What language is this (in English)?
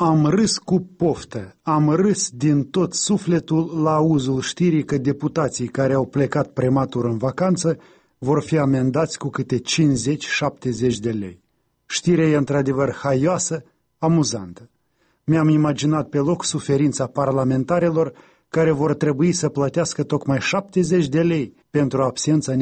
Romanian